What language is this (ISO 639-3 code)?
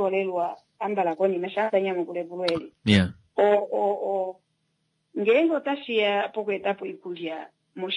kua